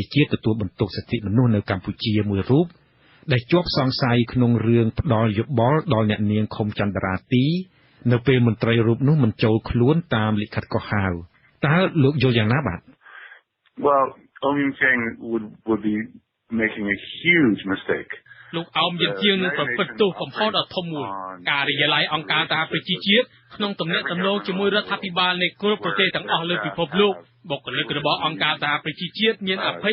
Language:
Khmer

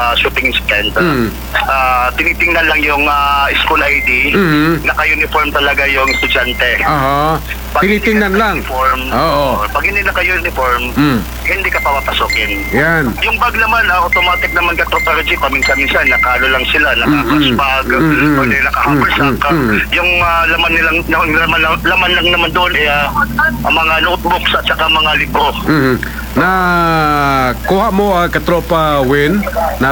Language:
Filipino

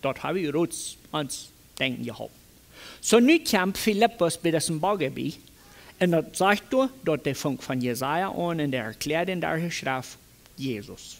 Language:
Plautdietsch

